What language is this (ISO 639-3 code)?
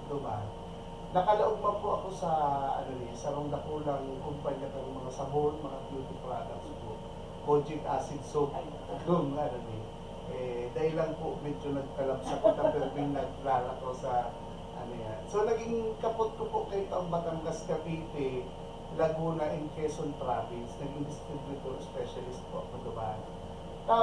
bik